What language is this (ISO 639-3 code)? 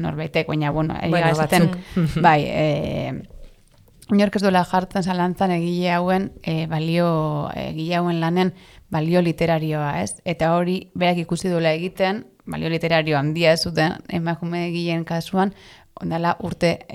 eus